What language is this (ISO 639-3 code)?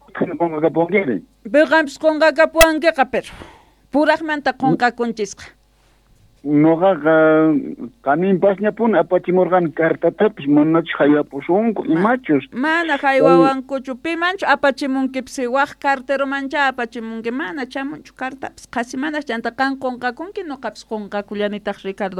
que